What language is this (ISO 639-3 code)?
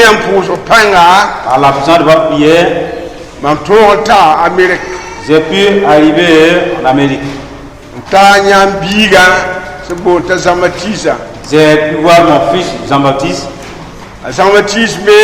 mos